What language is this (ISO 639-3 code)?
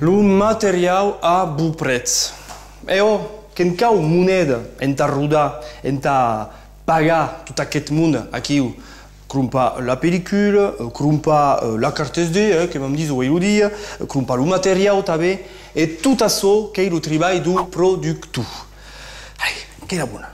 oci